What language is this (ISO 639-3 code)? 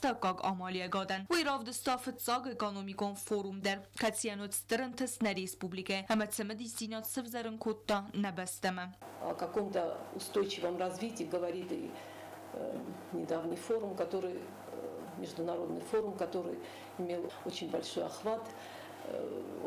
oss